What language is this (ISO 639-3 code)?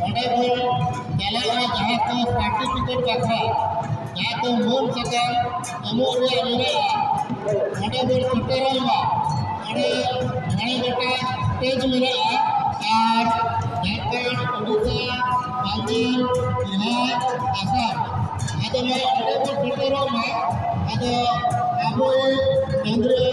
sat